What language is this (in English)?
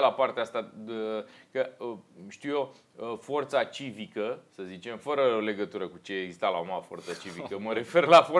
Romanian